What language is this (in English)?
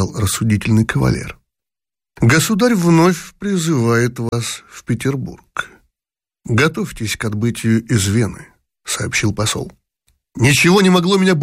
Russian